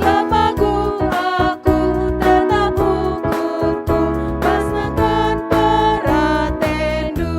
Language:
Batak Karo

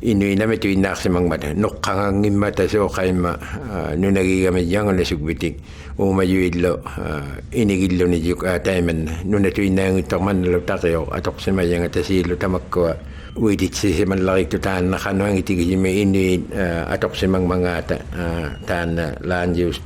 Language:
Inuktitut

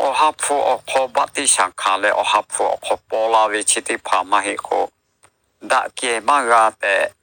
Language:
Lahu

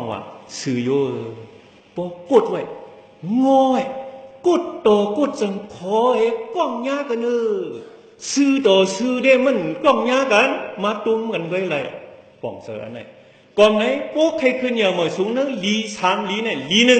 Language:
Shan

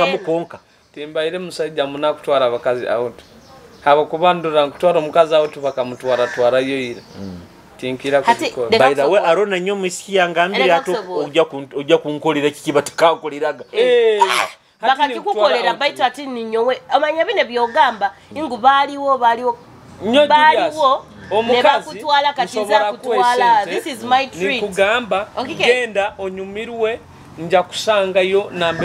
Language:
Nyoro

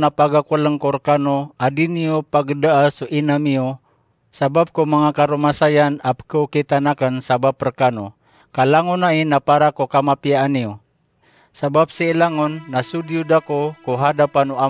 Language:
Maranao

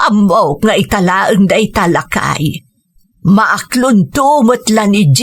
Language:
Iloko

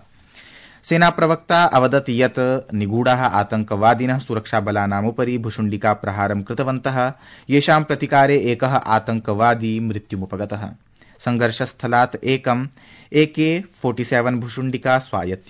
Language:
Sanskrit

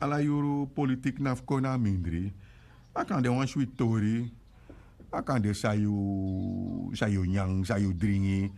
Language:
Sranan Tongo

